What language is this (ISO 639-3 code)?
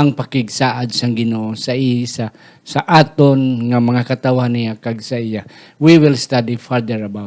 hil